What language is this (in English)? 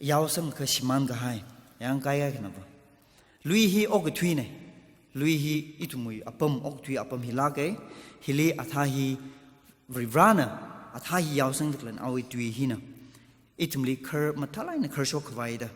Tangkhul Naga (India)